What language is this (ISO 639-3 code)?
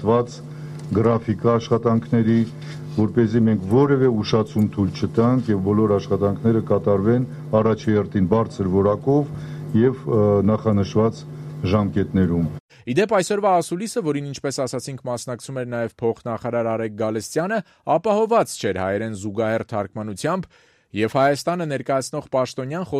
hye